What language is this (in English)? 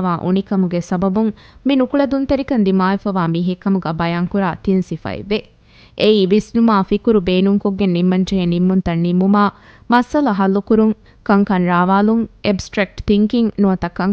Divehi